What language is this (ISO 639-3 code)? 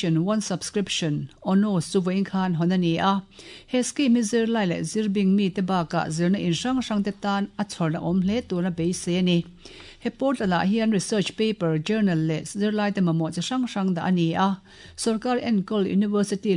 lus